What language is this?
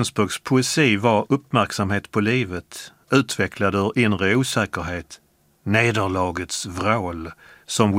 Swedish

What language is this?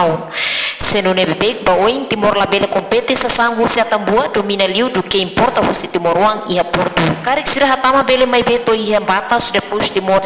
Tetum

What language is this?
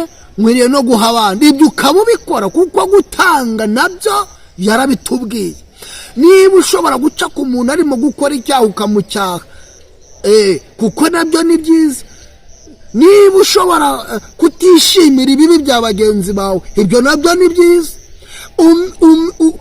Kinyarwanda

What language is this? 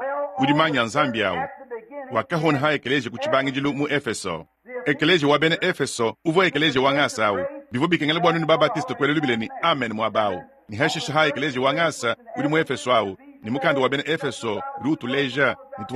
Luba-Lulua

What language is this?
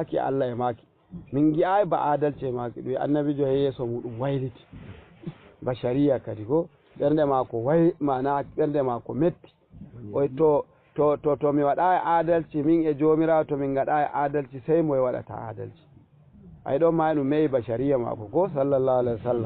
Fula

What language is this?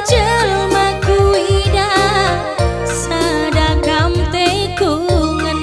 Batak Karo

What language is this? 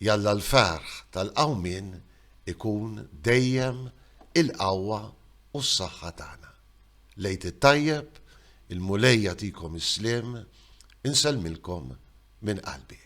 Maltese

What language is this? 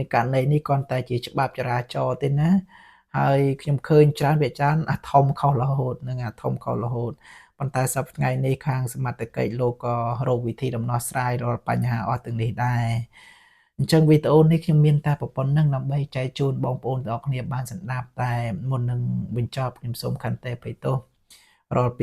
Khmer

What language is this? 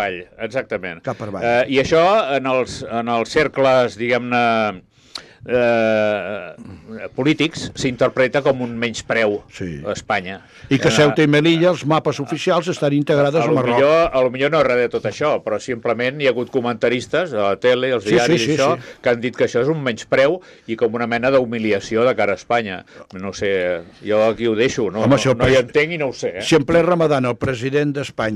Catalan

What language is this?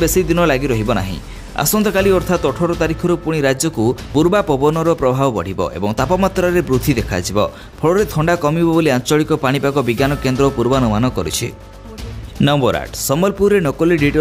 Odia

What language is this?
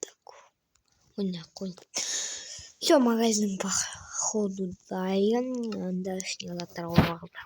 Kazakh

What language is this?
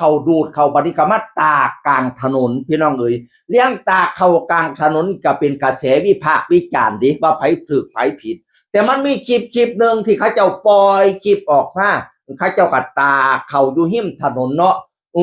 Northeastern Thai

